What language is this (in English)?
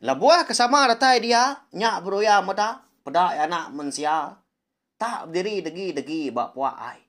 Iban